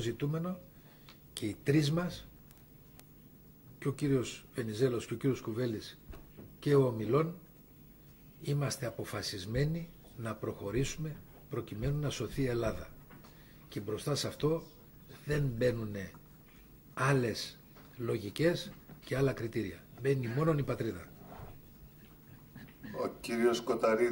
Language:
Greek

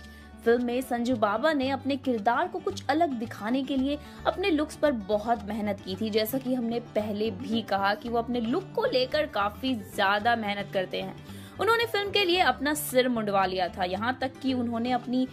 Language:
Hindi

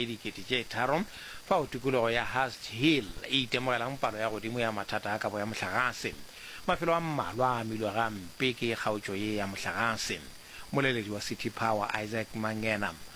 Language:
Northern Sotho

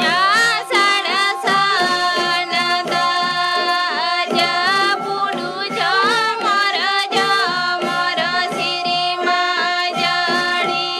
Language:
Santali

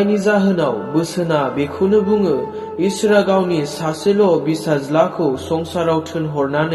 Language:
Bodo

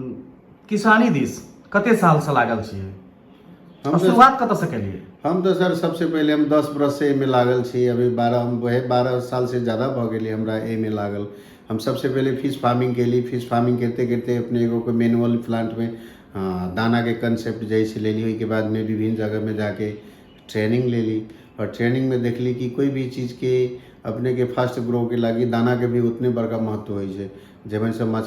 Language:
Maithili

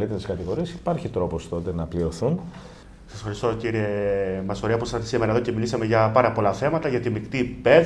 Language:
Greek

